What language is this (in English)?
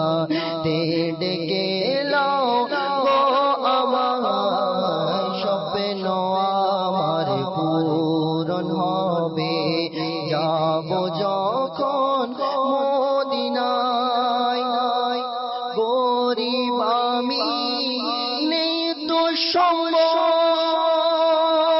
Bangla